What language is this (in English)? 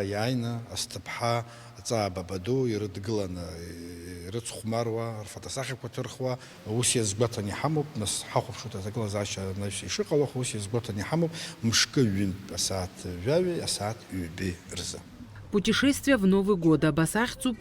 Abkhazian